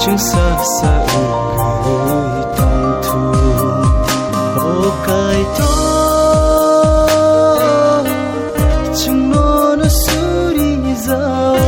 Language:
Kok Borok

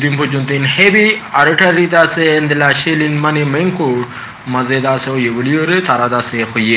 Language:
Rohingya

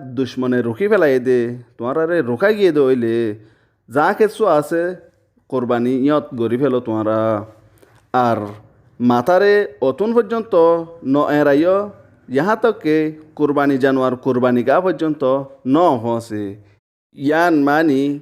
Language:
Rohingya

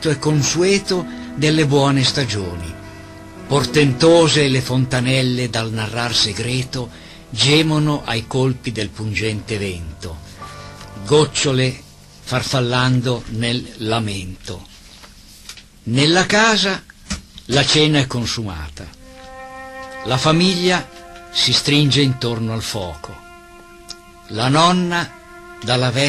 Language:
Italian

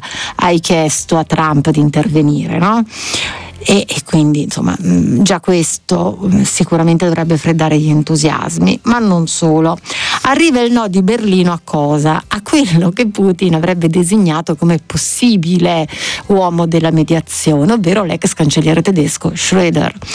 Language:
Italian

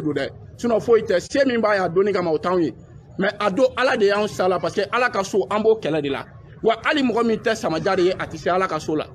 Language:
Bambara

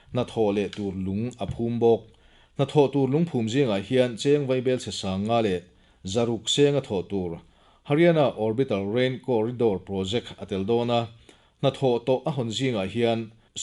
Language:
Mizo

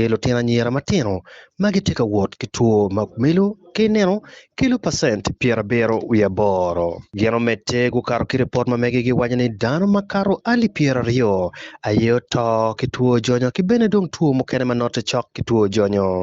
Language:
Acoli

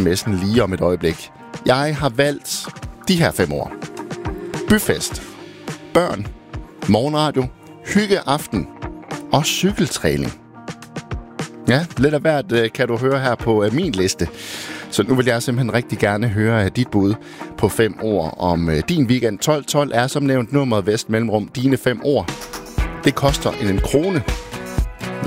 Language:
Danish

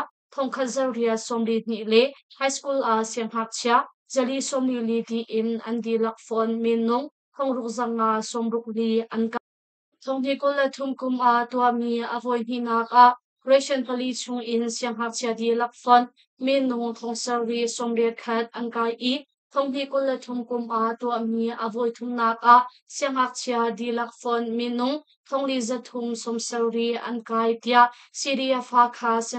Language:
Hakha Chin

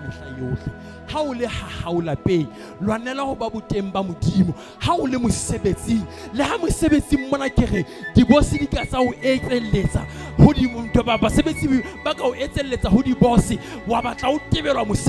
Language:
Southern Sotho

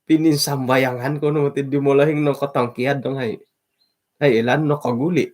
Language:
Central Dusun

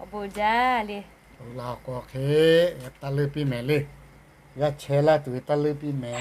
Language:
Lahu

